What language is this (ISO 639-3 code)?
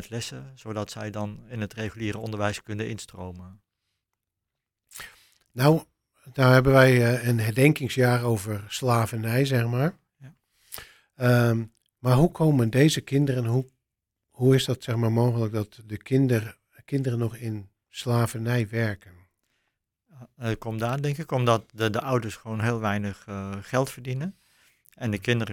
nld